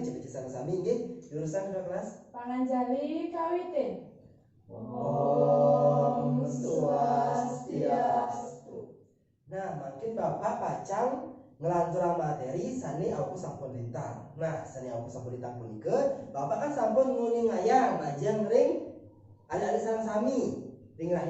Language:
Balinese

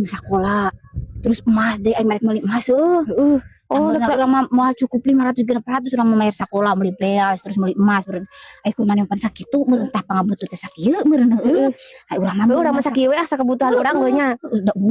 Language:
Sundanese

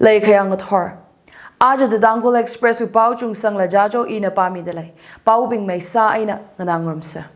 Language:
Tangkhul Naga (India)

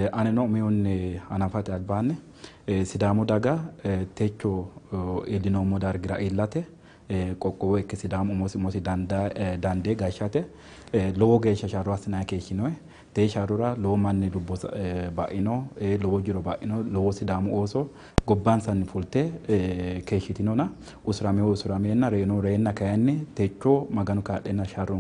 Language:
Sidamo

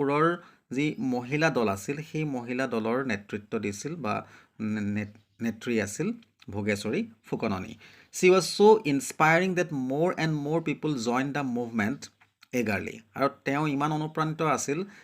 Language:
Assamese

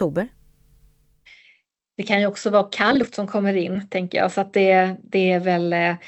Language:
Swedish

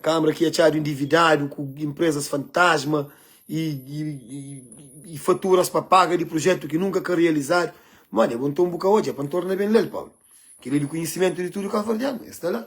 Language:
Kabuverdianu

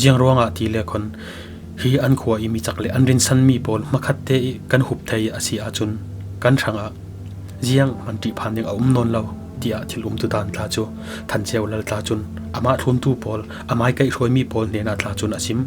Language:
Falam Chin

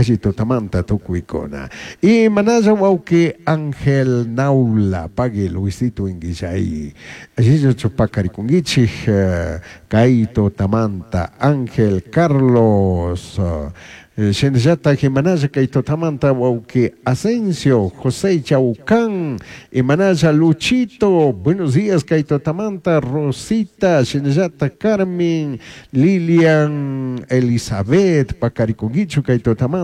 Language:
Chimborazo Highland Quichua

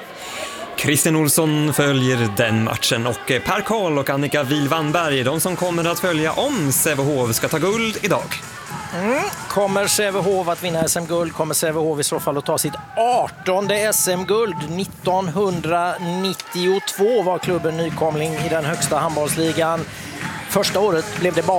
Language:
Swedish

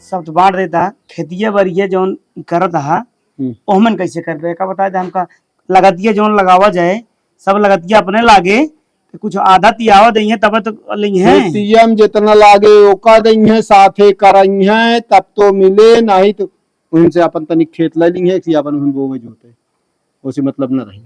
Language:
Awadhi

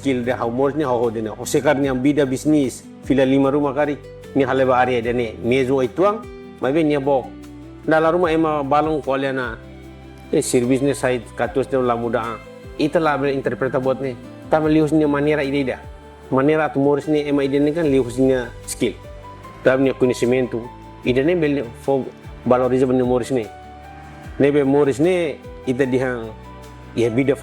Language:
Tetum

